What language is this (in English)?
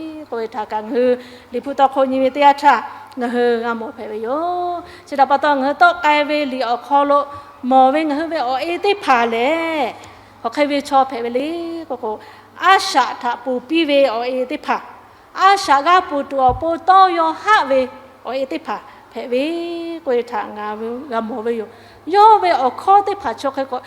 Lahu